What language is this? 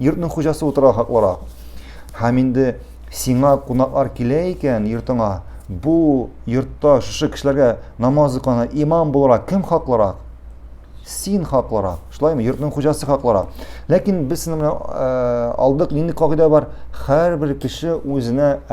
Tatar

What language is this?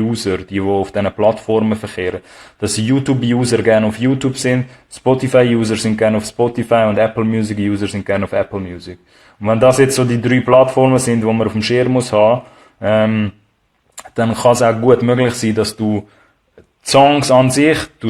Swiss German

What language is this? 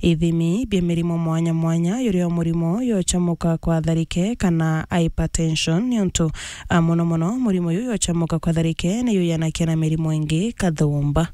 Meru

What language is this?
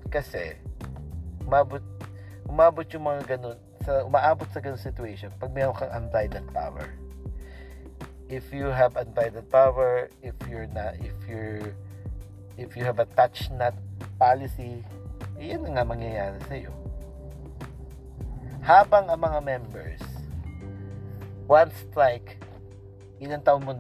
Filipino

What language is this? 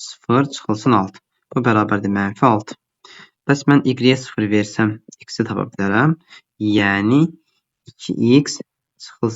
Azerbaijani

